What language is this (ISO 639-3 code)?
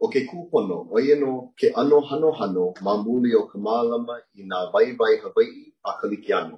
haw